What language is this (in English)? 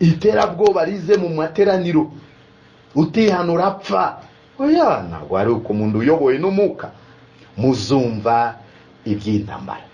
Kinyarwanda